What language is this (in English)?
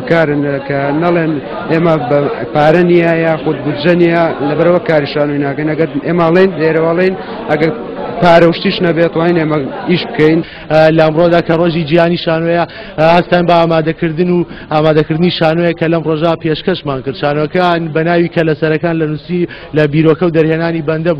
Central Kurdish